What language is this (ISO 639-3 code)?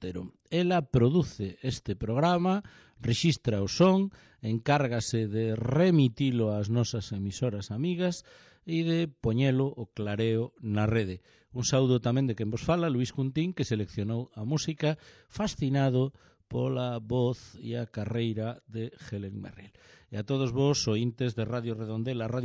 glg